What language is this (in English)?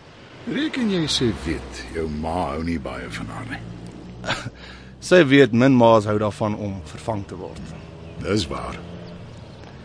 Afrikaans